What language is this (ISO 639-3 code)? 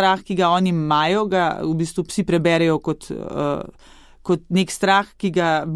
slv